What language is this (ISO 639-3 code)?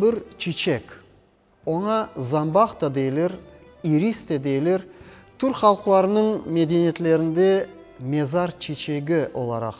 crh